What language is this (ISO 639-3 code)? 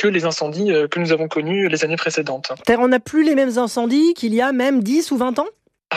fra